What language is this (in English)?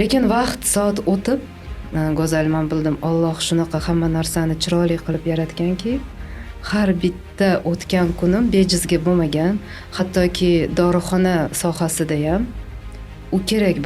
Uzbek